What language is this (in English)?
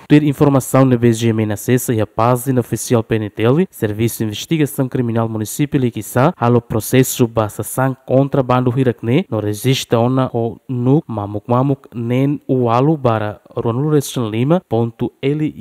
Tetum